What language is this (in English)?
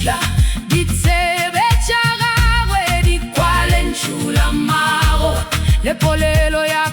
Northern Sotho